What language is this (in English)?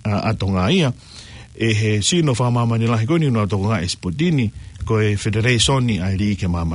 Tongan